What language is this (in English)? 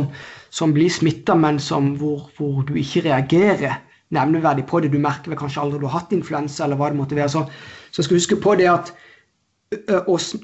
Norwegian